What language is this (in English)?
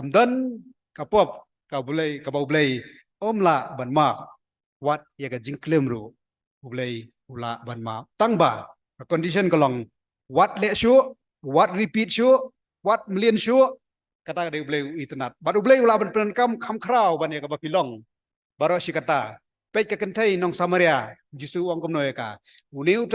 Khasi